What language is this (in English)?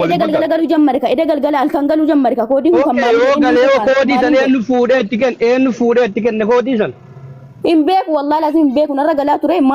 Oromo